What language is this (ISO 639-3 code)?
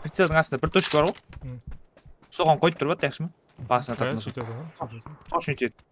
kaa